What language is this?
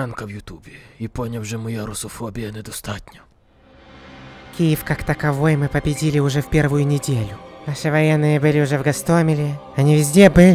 Ukrainian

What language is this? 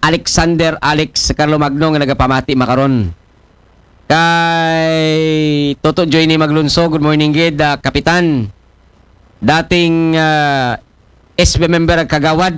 Aklanon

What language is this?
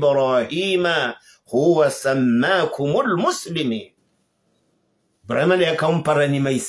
Swahili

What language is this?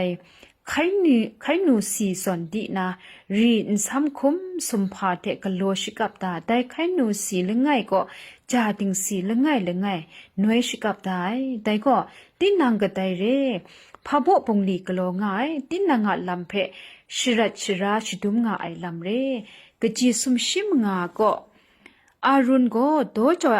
Kachin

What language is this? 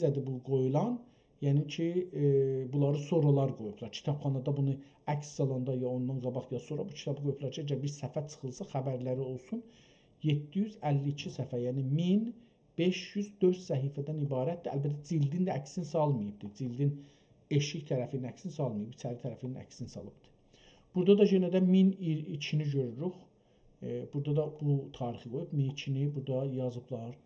South Azerbaijani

